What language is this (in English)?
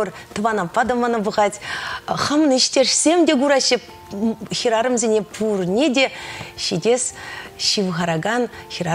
Chuvash